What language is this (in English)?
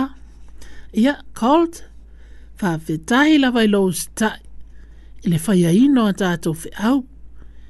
Samoan